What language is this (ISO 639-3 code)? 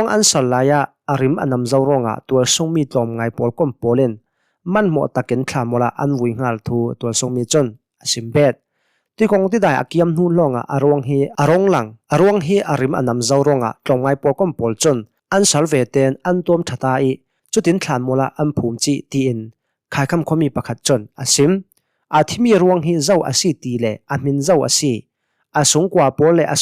cnh